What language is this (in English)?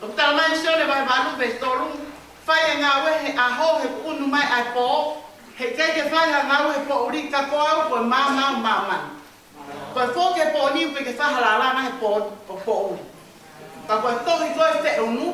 Tongan